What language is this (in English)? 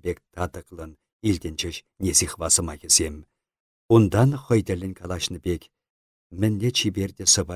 Chuvash